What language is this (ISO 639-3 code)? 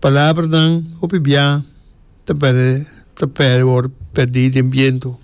pap